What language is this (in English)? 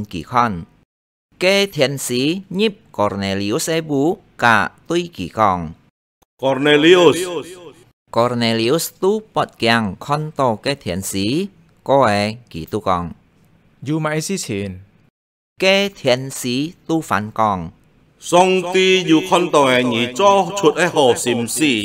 Hakka Chinese